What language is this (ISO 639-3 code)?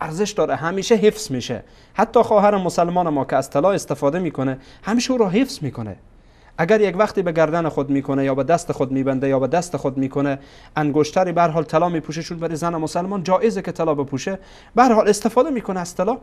fas